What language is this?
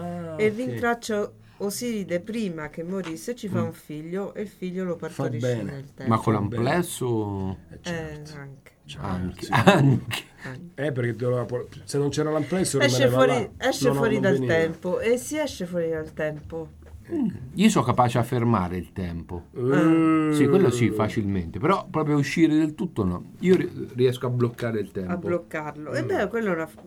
Italian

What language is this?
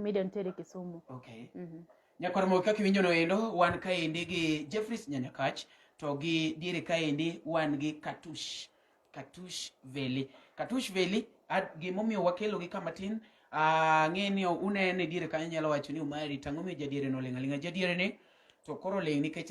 Luo (Kenya and Tanzania)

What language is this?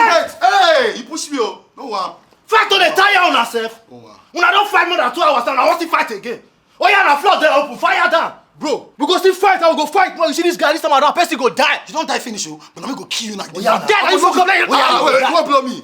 Nigerian Pidgin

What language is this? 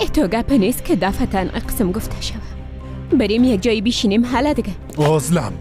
Persian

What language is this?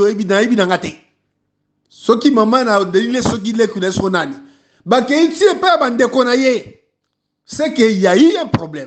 Lingala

